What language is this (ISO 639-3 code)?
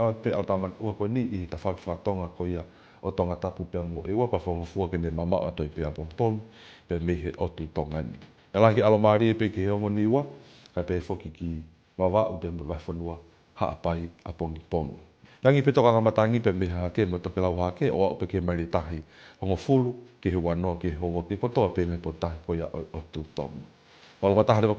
ton